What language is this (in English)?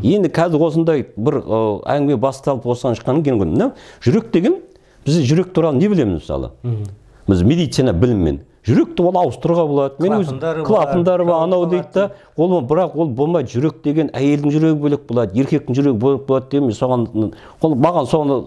Kazakh